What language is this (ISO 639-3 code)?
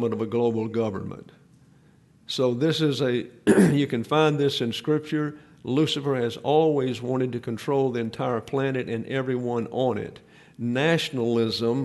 eng